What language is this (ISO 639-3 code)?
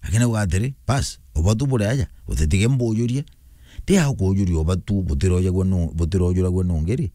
mer